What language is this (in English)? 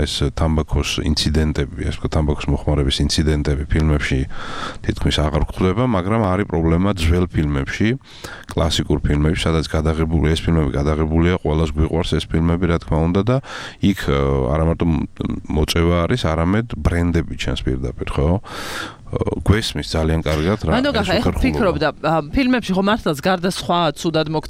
Georgian